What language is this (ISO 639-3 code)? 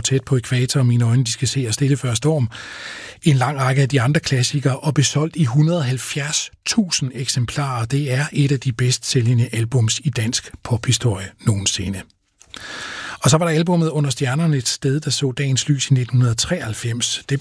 dan